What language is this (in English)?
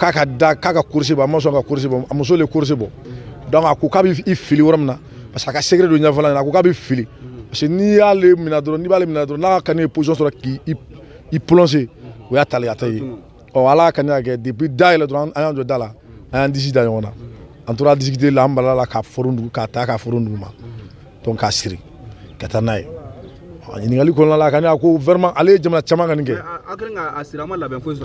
Bambara